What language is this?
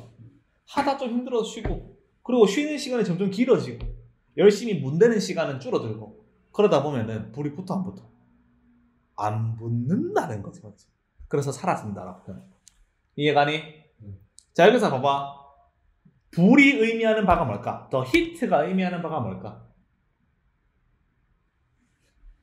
Korean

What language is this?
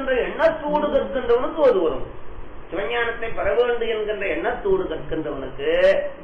Tamil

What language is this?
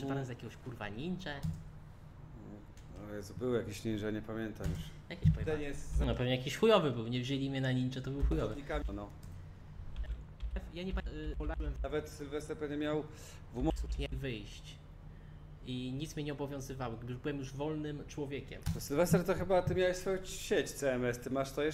Polish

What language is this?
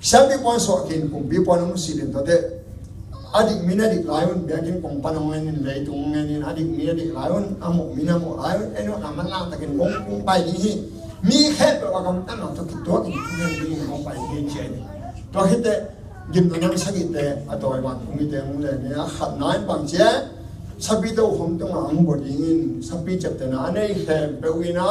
Tedim Chin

